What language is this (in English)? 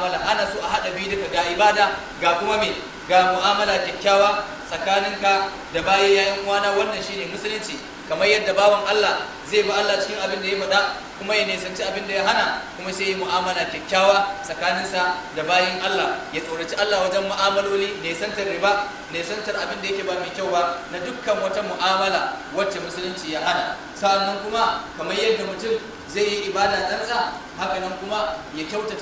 Hausa